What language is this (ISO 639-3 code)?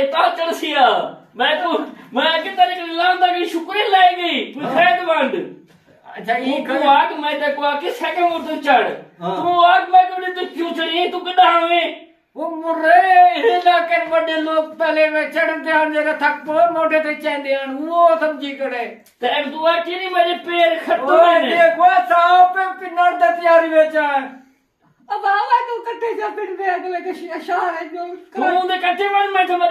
skr